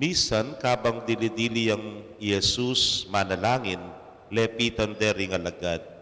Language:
Pampanga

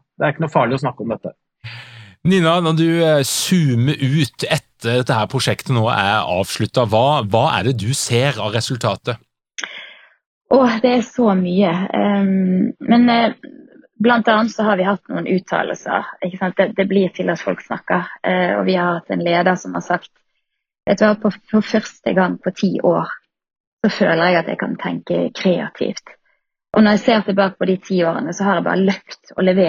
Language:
Norwegian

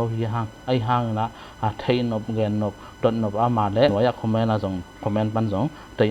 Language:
Tedim Chin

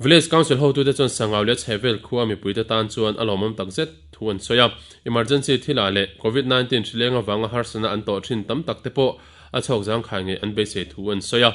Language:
Mizo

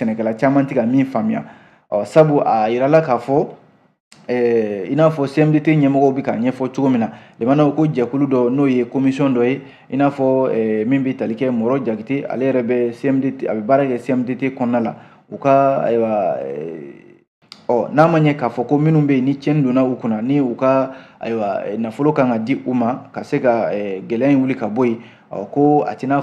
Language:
Bambara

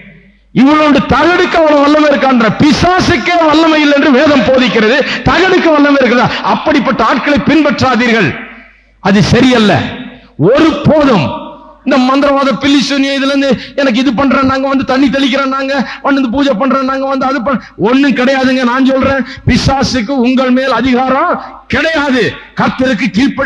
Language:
Tamil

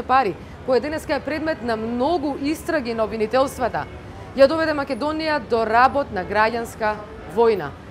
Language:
Macedonian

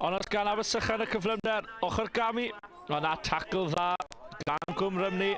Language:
Welsh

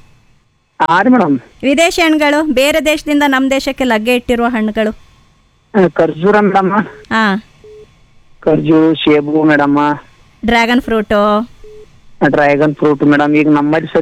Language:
Kannada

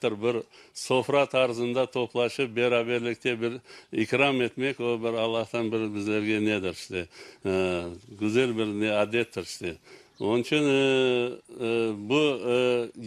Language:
Crimean Tatar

